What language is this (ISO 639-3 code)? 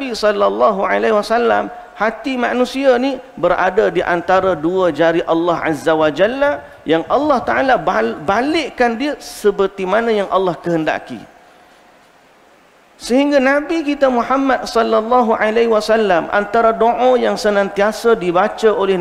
msa